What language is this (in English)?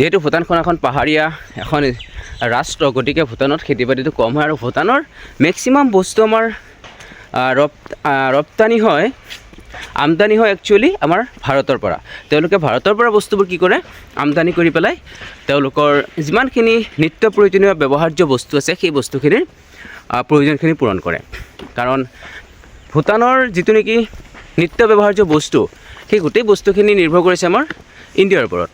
Assamese